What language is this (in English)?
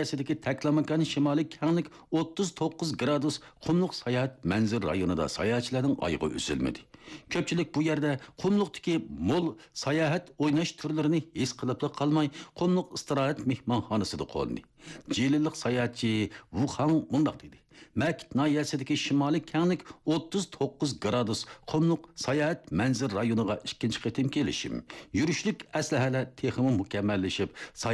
Uyghur